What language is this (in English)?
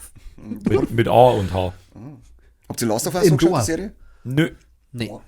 Bavarian